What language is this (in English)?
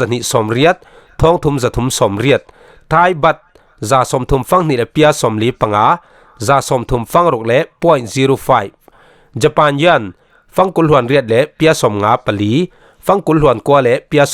Falam Chin